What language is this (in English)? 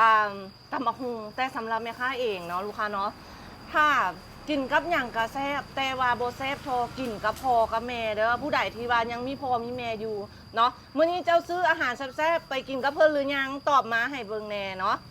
Lao